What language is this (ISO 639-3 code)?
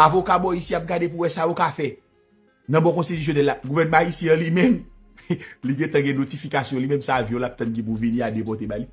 hat